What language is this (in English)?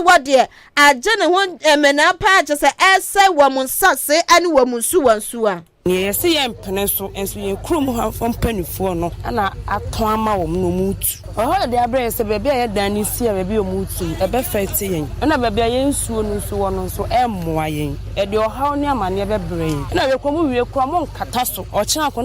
Akan